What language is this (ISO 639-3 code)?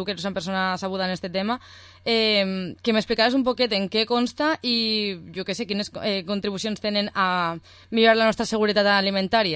cat